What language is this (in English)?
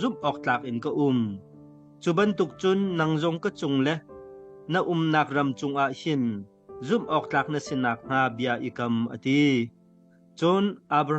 Hakha Chin